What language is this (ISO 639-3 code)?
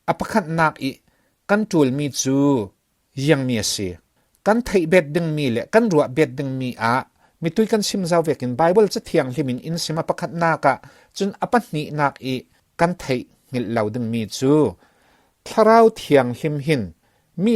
cfm